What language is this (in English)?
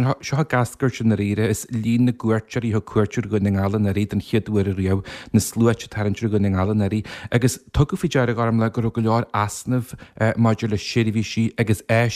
Irish